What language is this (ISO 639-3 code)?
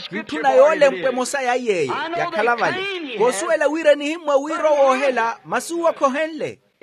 vmw